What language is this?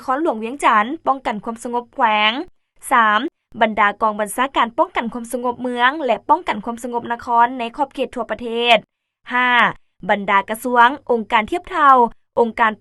Lao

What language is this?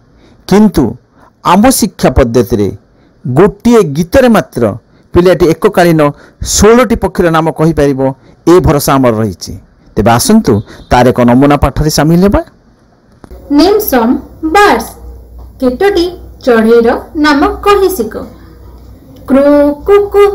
Odia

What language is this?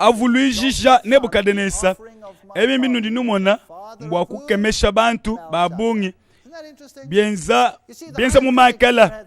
Luba-Lulua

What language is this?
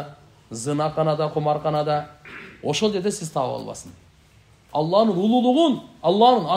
Kyrgyz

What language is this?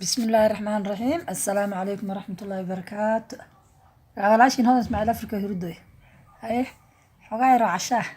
Somali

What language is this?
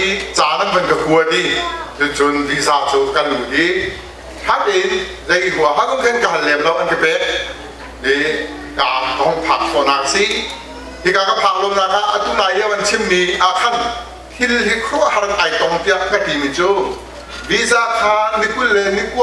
Hakha Chin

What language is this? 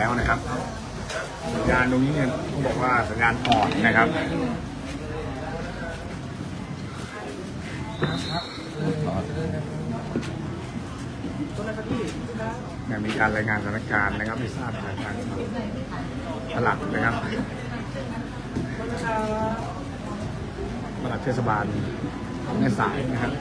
Thai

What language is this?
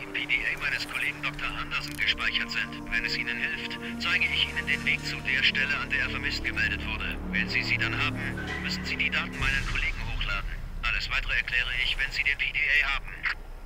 Bavarian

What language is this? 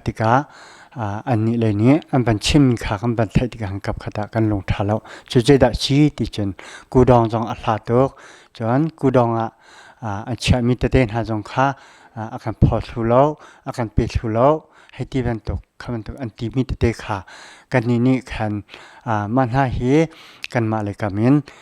Hakha Chin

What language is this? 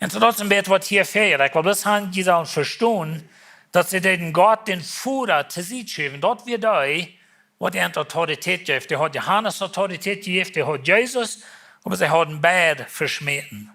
Plautdietsch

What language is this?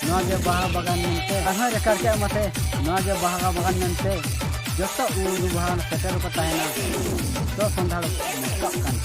Santali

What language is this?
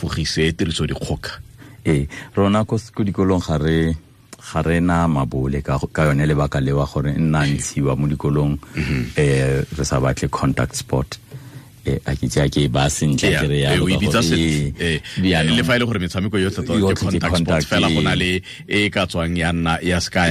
Tswana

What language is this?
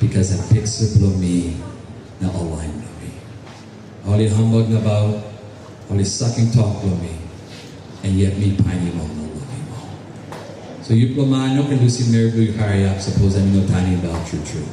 Tok Pisin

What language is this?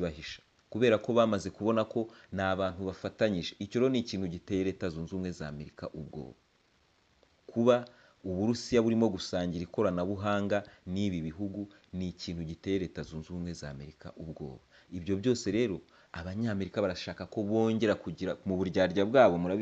Kinyarwanda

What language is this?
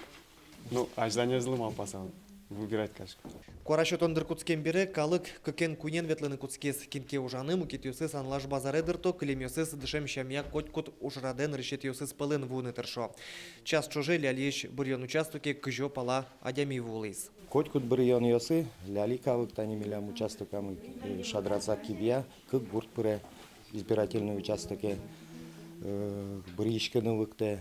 Udmurt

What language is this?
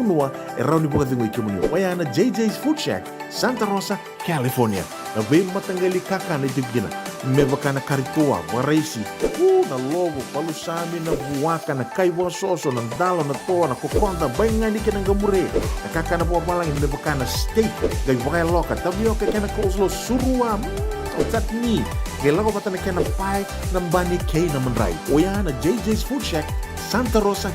Fijian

